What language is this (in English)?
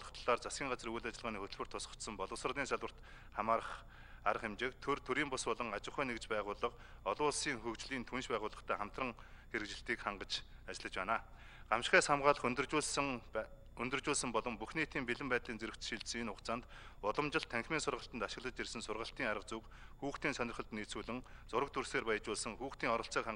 Mongolian